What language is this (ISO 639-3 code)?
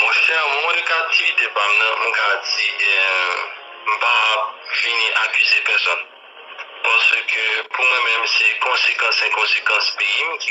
hat